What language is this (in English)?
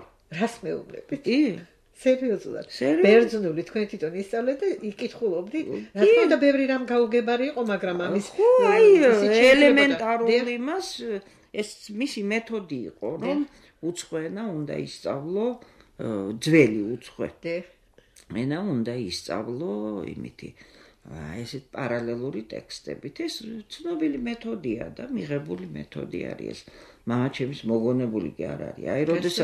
Georgian